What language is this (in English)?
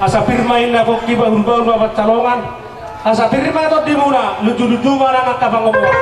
Batak Toba